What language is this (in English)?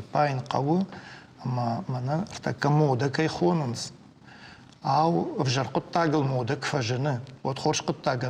Ossetic